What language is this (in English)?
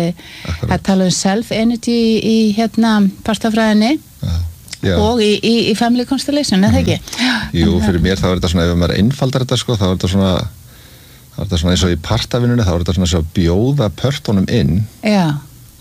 Icelandic